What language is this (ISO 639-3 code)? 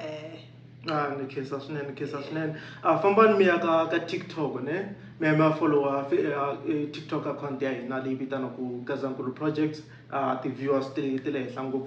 tso